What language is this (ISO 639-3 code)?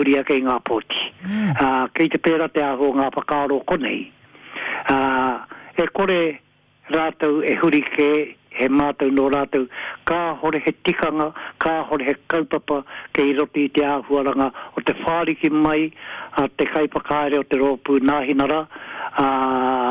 mri